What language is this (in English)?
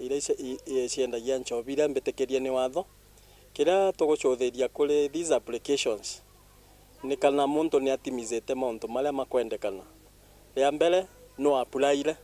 Meru